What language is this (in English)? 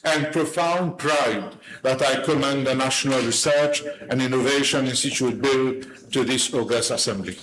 Morisyen